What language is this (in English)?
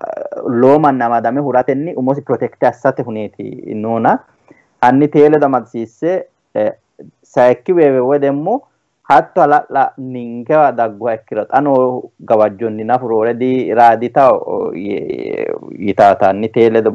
Sidamo